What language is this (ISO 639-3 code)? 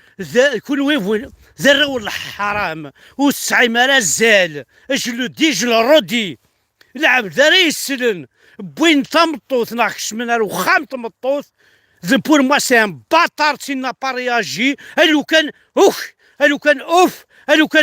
kab